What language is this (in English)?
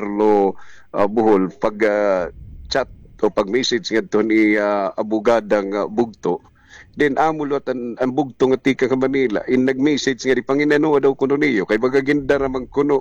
Waray